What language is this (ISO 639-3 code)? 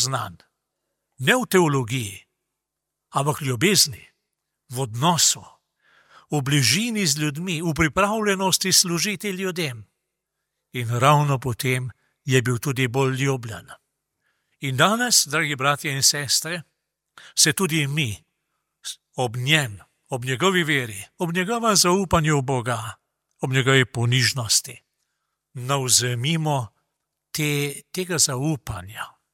slv